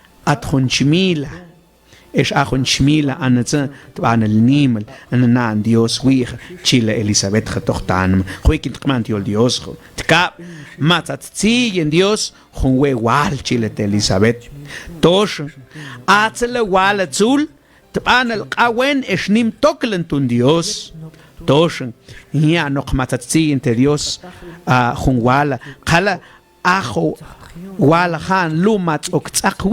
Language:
Mam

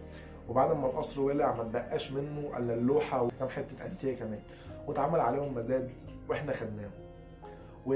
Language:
Egyptian Arabic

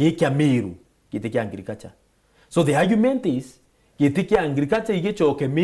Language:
Meru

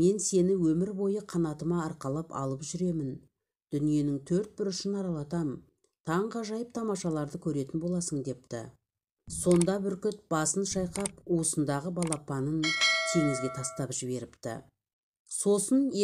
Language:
Kazakh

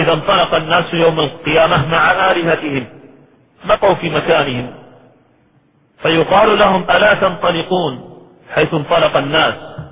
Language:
Arabic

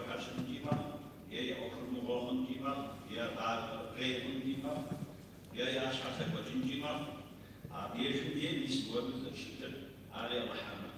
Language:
Kabardian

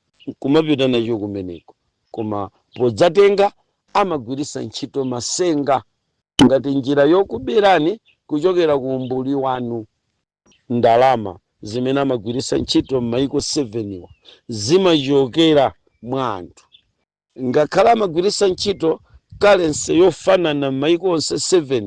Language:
Nyanja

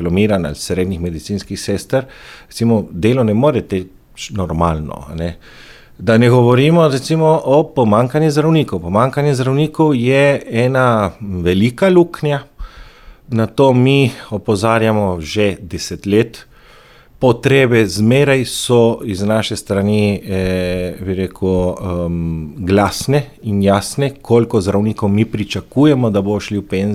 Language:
Slovenian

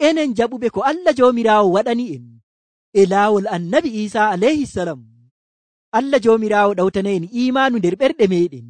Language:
Nigerian Fulfulde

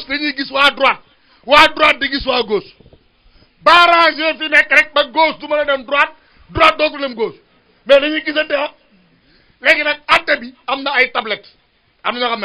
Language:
Wolof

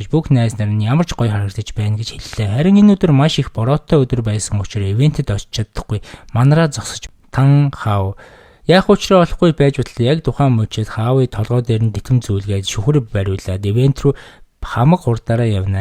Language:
Mongolian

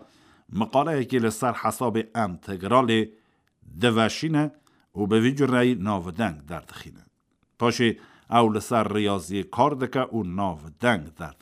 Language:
Kurdish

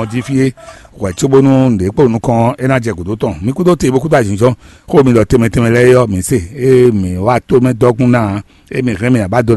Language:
Fon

